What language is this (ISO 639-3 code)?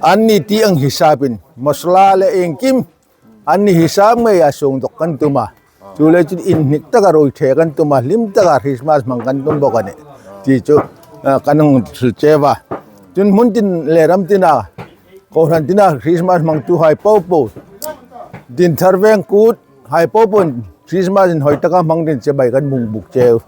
hmr